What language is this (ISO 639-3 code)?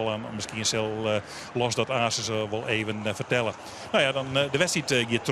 fry